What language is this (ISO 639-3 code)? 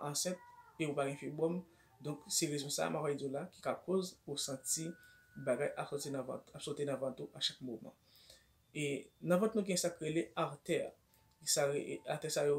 hat